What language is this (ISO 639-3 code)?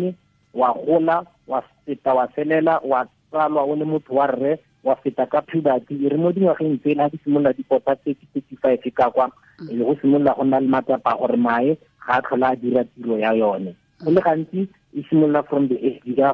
tsn